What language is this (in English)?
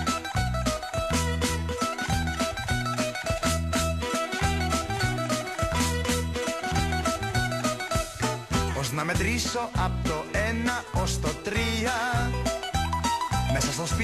Greek